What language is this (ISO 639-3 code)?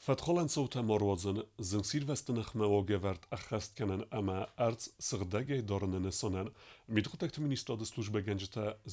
oss